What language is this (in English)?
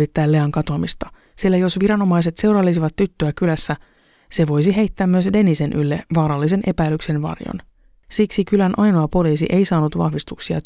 Finnish